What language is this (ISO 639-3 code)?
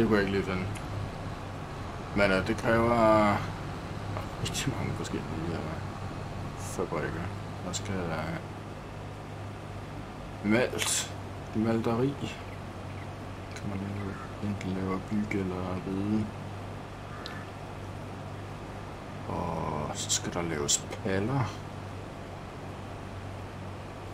dan